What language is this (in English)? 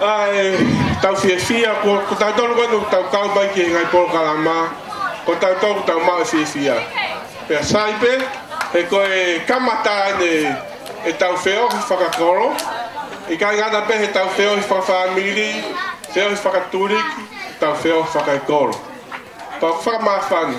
Tongan